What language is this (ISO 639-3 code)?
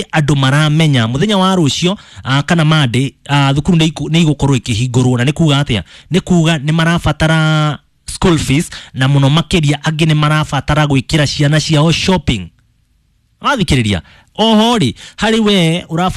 kik